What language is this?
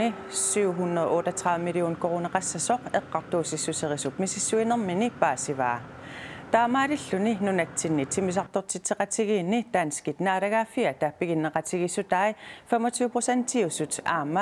Kalaallisut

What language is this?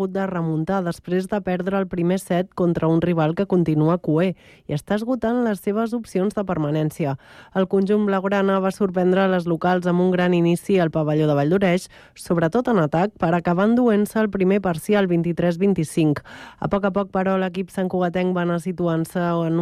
Catalan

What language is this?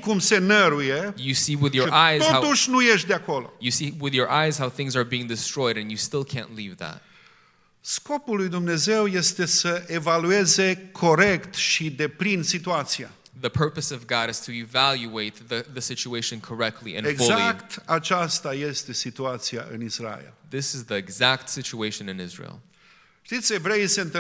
Romanian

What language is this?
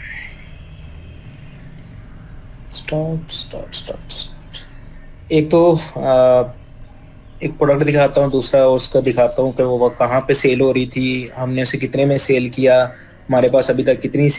Hindi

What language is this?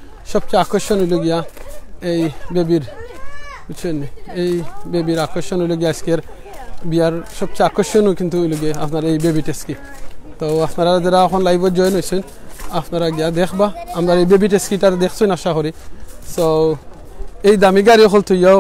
Sylheti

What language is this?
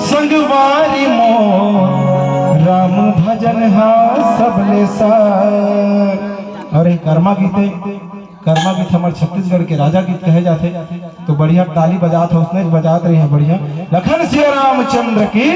Chhattisgarhi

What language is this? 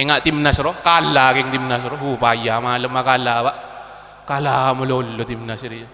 Madurese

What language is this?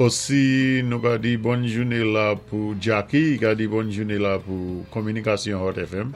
Saint Lucian Creole French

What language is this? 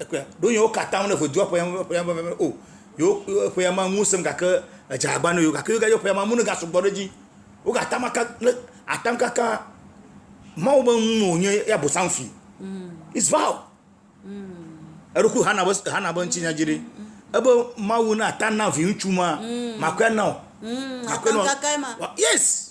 Ewe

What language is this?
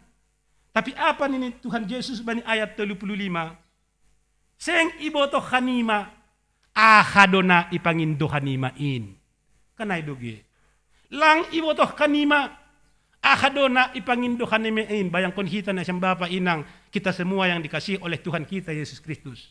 Batak Simalungun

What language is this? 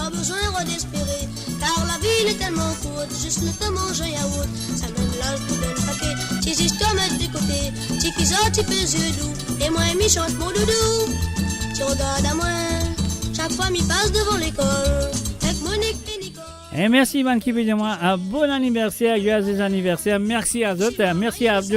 Morisyen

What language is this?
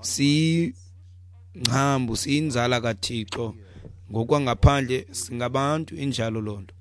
Xhosa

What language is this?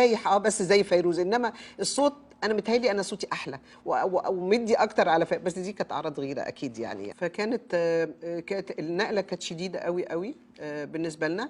Egyptian Arabic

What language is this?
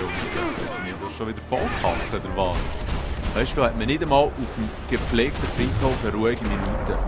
Swiss German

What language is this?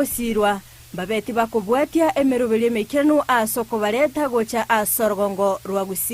Gusii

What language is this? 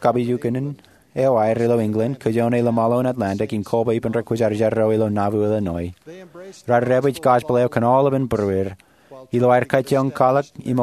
Marshallese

